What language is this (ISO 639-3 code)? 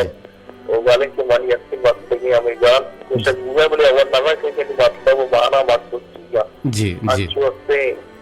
bal